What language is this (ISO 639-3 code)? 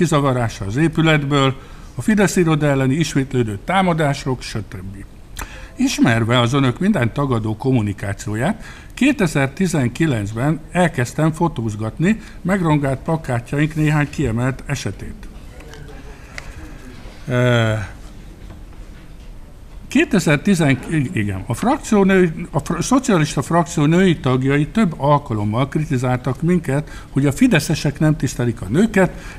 hun